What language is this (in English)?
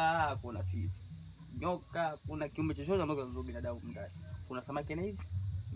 Swahili